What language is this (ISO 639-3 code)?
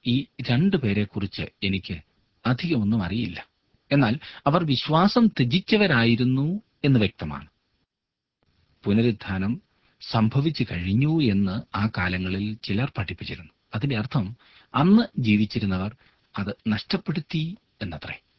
mal